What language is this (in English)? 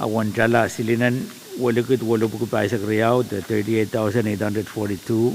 Pohnpeian